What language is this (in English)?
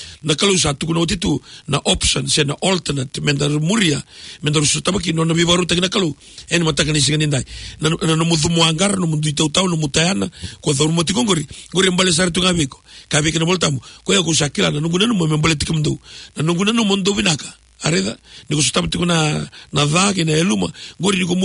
Fijian